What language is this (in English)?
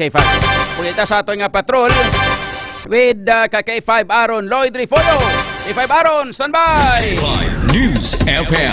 Hiligaynon